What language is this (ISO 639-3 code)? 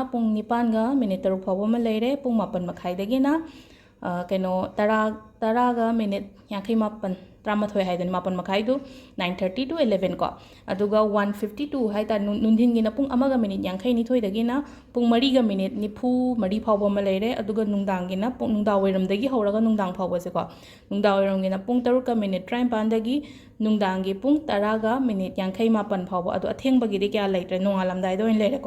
mni